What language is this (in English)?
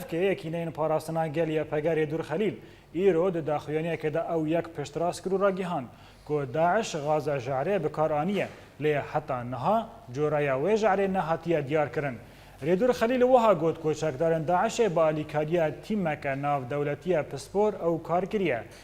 Kurdish